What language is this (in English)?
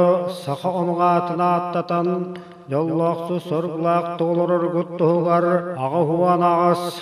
Yakut